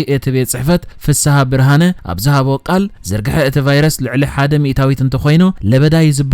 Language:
Tigrinya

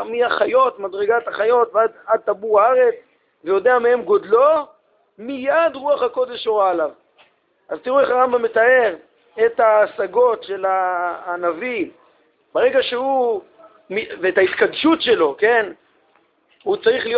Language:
Hebrew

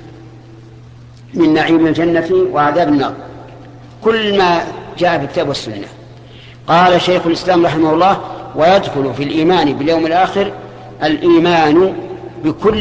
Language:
Arabic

